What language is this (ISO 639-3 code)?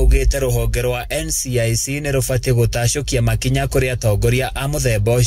kik